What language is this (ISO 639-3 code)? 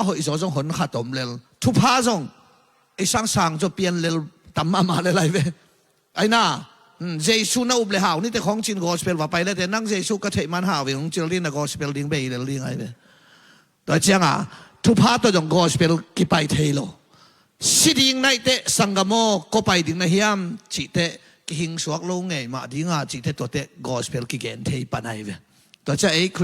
ctd